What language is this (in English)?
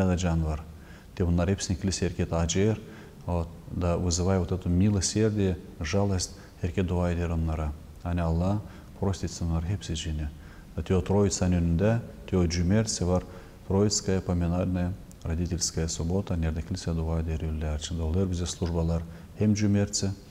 Gagauz